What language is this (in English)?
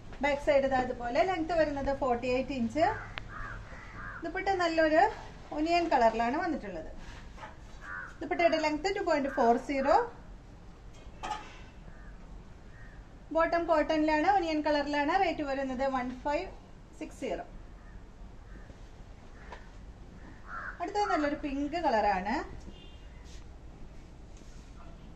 Malayalam